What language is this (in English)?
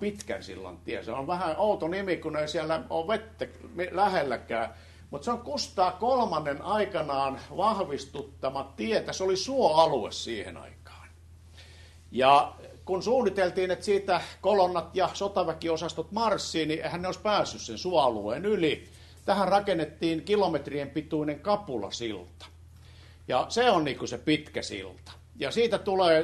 Finnish